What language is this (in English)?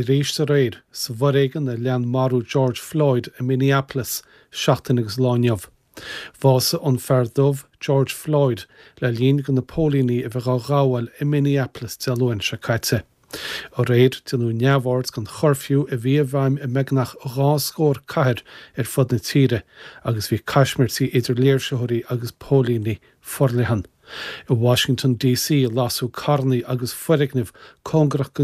Irish